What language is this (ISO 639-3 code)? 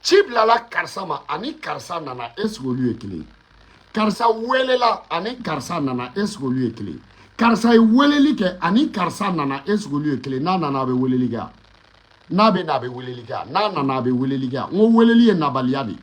bam